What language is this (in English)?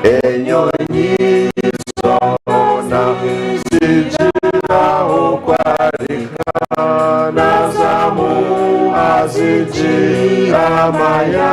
Nyankole